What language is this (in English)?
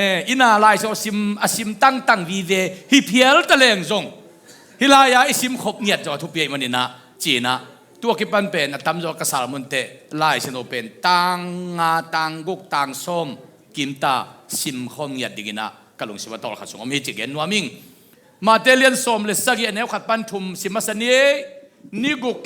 Tedim Chin